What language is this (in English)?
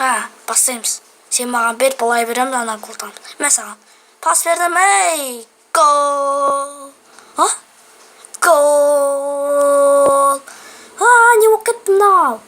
Kazakh